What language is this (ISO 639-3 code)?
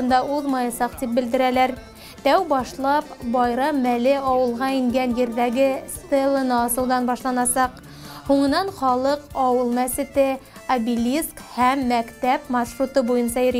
bak